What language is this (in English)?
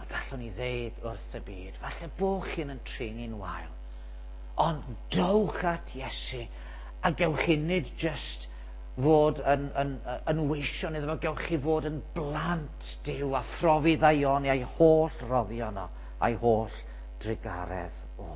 Welsh